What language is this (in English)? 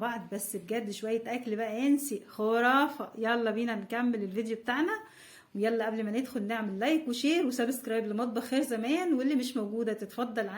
Egyptian Arabic